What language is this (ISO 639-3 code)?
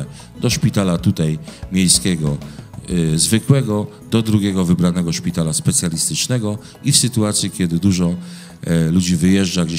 pol